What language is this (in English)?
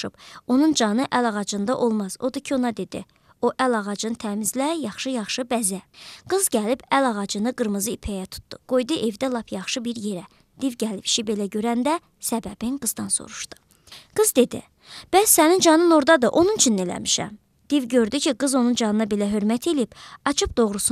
Azerbaijani